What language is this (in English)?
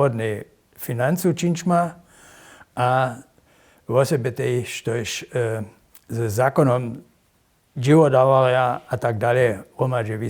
Upper Sorbian